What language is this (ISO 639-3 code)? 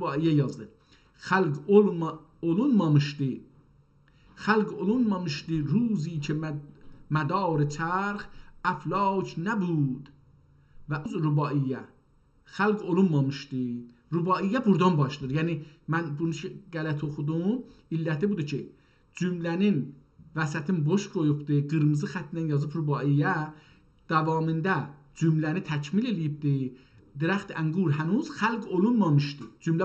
azb